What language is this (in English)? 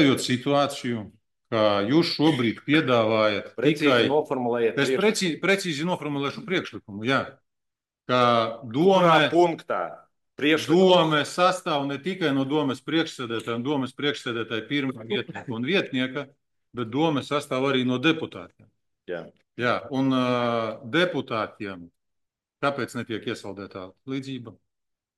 Latvian